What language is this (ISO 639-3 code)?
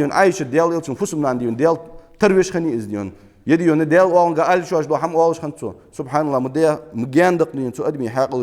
inh